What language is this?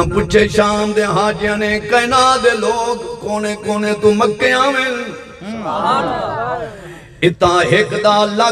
Saraiki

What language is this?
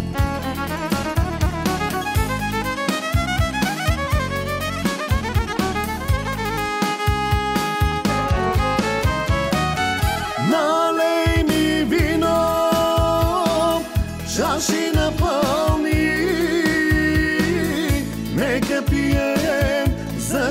Bulgarian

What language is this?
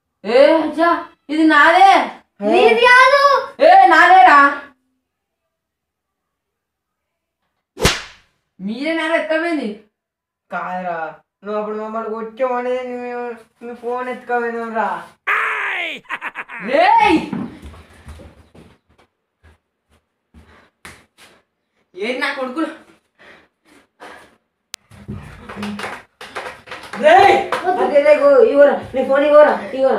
Telugu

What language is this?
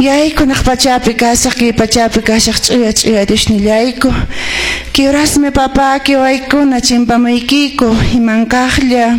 Quechua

